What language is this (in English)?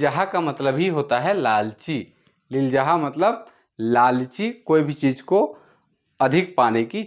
Sadri